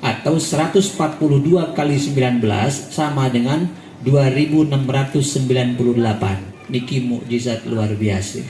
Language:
Sasak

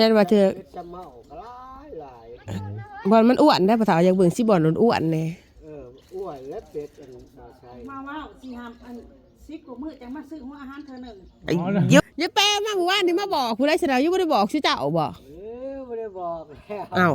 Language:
Northeastern Thai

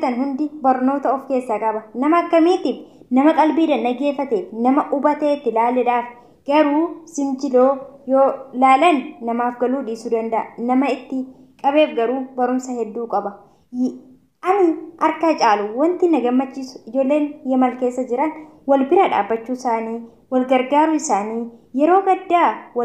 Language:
Oromo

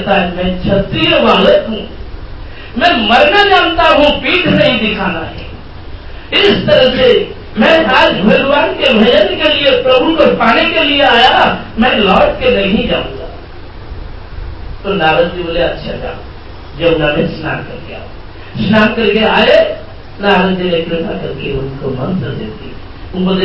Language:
Hindi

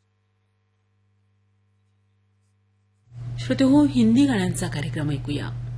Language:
Marathi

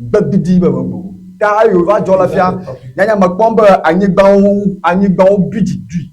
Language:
Ewe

